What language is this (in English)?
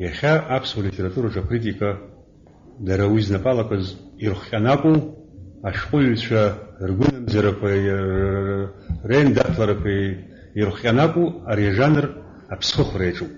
Abkhazian